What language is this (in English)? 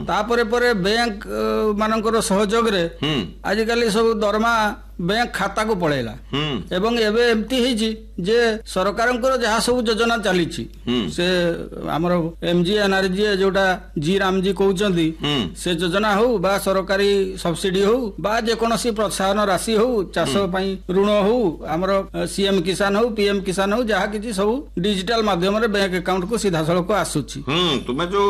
Odia